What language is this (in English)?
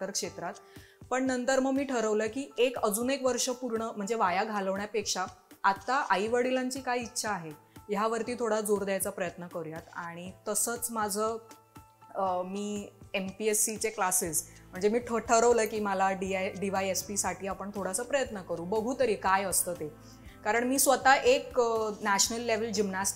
Marathi